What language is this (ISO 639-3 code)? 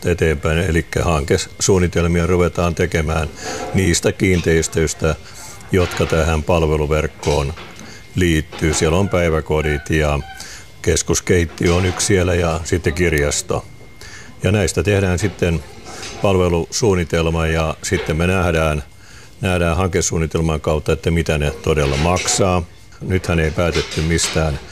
fin